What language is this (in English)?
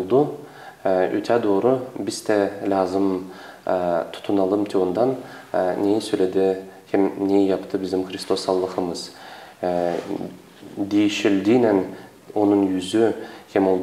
Gagauz